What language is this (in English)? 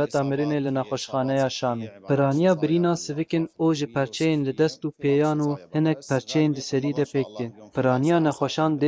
Kurdish